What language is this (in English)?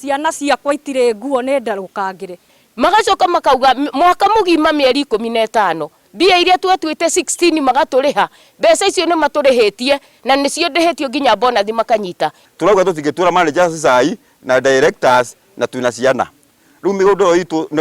Kikuyu